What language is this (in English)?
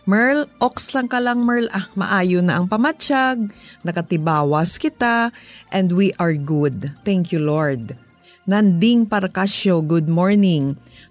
Hiligaynon